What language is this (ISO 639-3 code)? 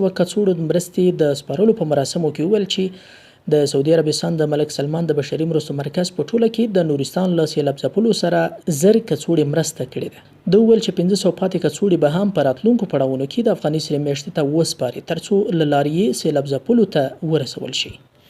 pus